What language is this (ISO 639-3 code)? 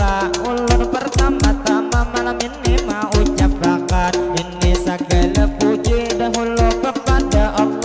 bjn